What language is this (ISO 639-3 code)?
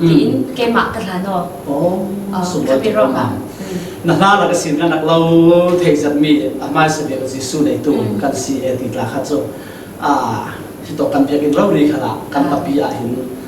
cfm